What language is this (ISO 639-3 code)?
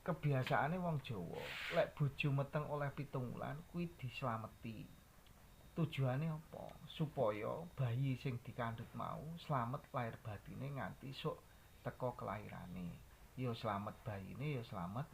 jav